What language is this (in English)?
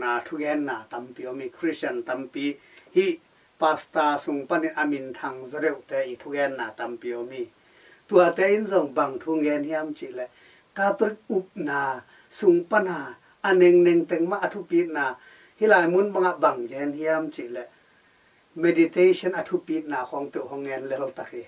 Tedim Chin